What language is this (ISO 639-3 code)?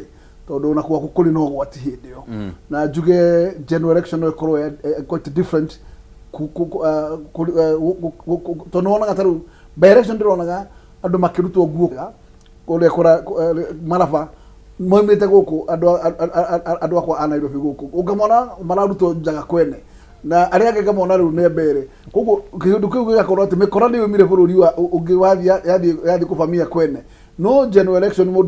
kik